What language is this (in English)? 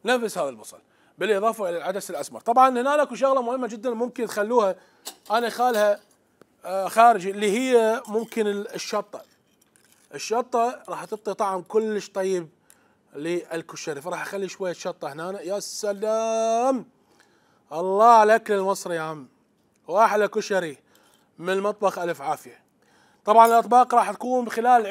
Mesopotamian Arabic